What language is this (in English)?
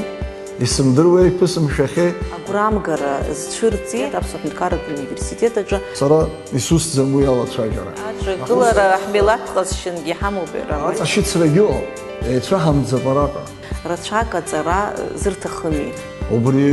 Abkhazian